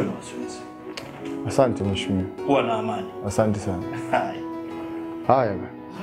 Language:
Swahili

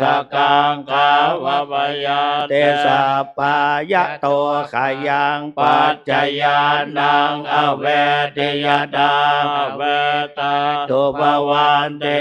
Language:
Pali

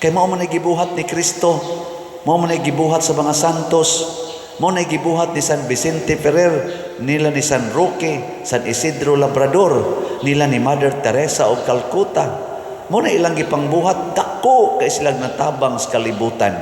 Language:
Cebuano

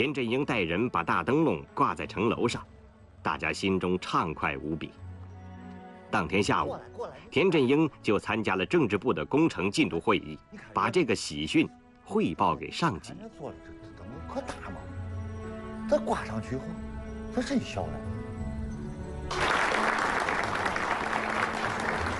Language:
Chinese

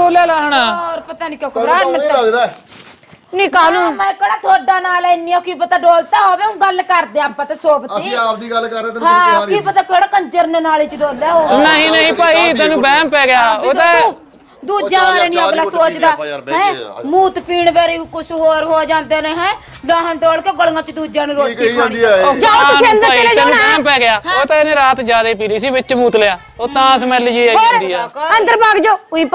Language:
Punjabi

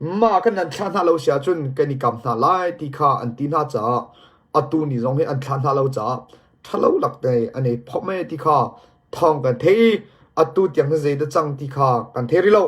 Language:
Hakha Chin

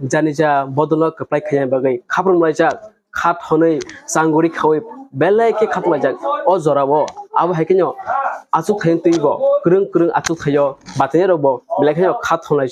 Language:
Kok Borok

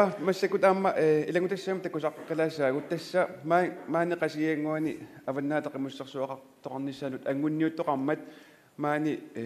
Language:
Kalaallisut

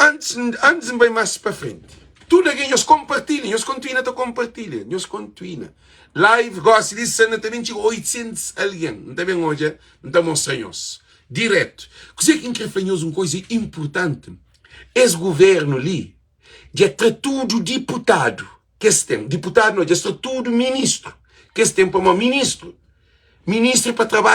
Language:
Kabuverdianu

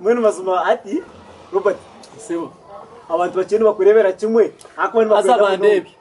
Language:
Nyankole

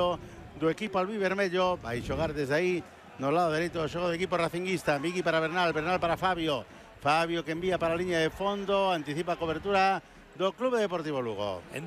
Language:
Galician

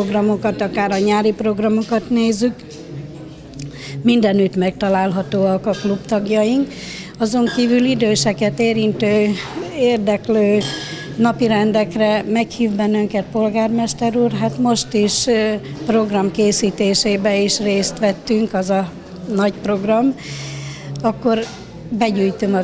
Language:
Hungarian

